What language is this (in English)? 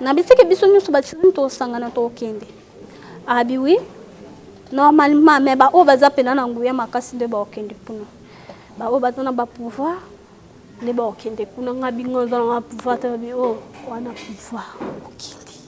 Lingala